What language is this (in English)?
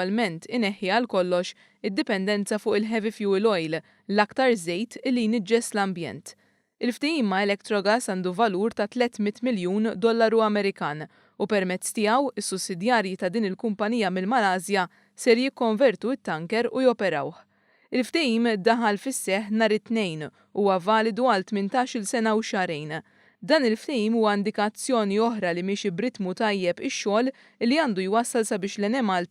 Maltese